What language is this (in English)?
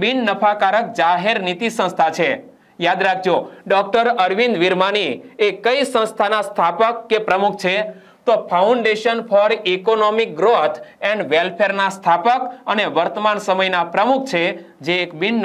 Gujarati